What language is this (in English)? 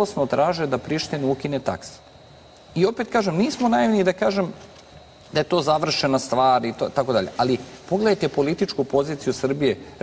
Serbian